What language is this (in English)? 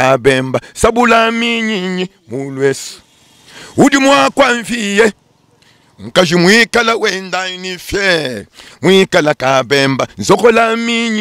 Luba-Lulua